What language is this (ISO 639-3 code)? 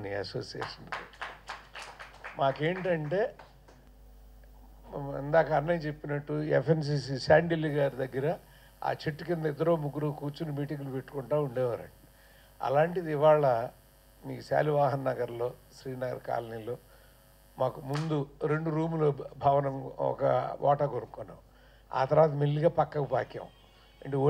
tel